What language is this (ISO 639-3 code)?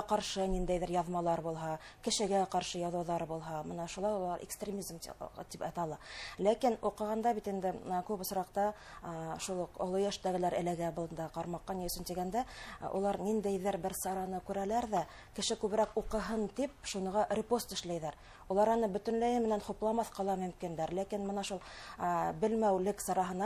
bak